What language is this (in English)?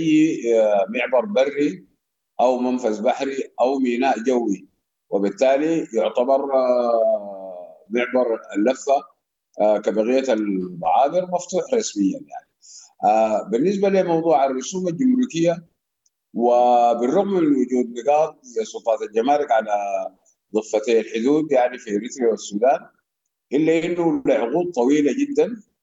Sudanese Arabic